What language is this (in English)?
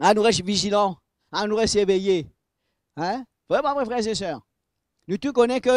Morisyen